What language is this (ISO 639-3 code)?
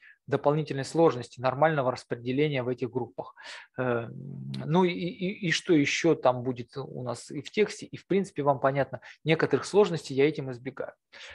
rus